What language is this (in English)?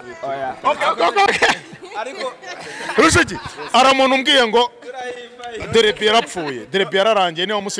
Kinyarwanda